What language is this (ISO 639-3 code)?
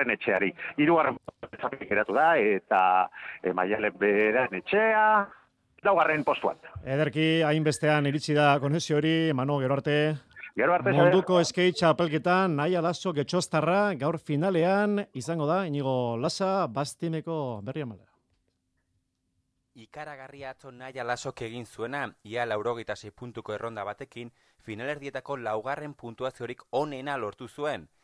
eus